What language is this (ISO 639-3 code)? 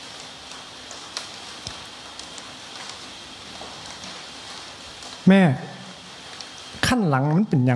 tha